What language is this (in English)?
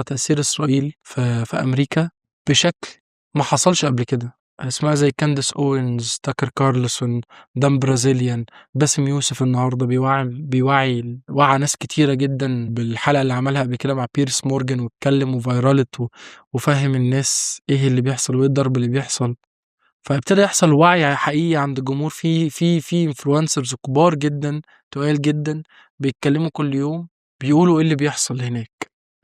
Egyptian Arabic